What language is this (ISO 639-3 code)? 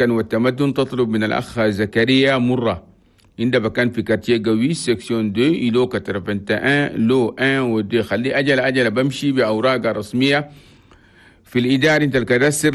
shu